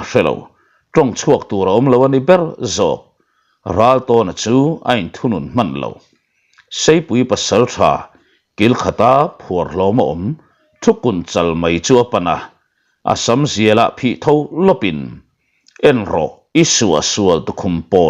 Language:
Mizo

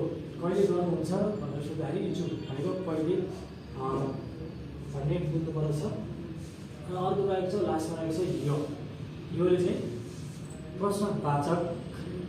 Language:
Nepali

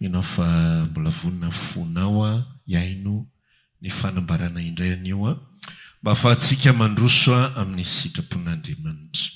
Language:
Malagasy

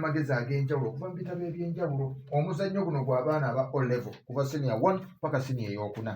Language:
Ganda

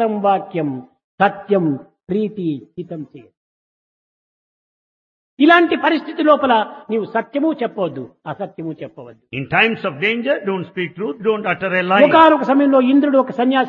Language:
Telugu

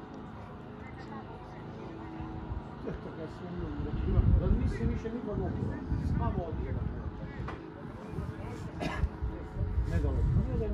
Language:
Croatian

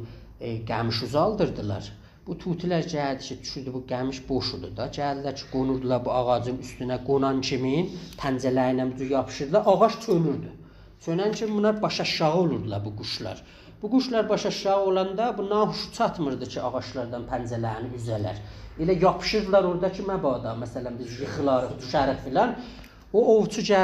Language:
South Azerbaijani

